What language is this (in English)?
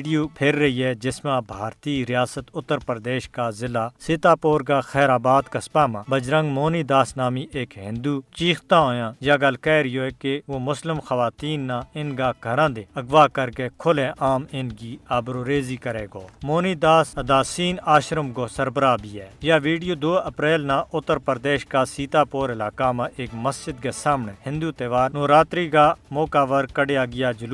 Gujari